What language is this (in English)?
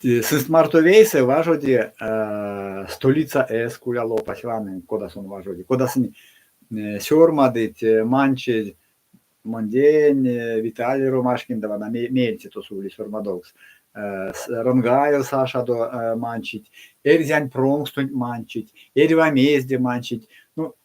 Erzya